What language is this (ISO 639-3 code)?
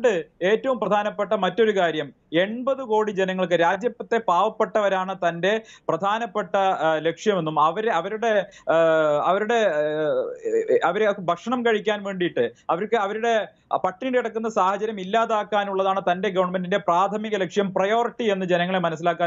mal